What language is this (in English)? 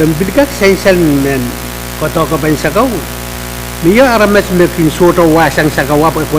Pohnpeian